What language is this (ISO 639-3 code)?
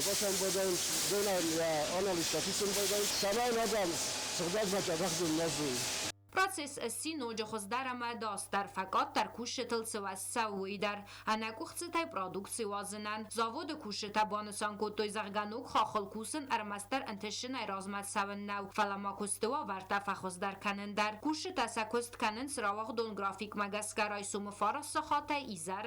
oss